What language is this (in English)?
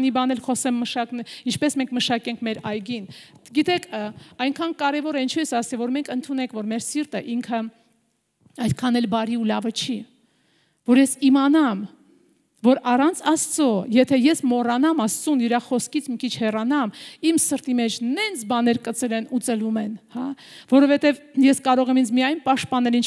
Armenian